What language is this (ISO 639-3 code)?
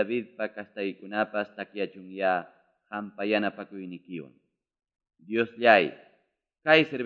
quy